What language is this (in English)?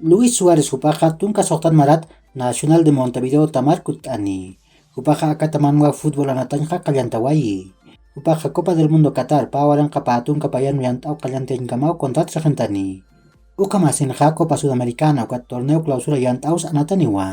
Aymara